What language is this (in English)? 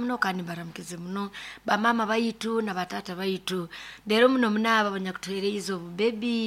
Nyoro